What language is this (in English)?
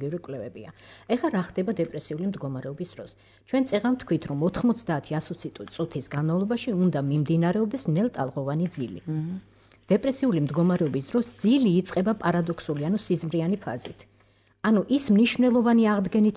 Georgian